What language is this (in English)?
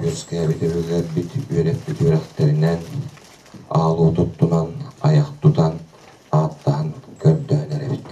Yakut